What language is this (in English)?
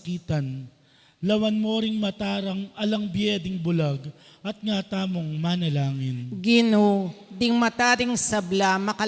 Pampanga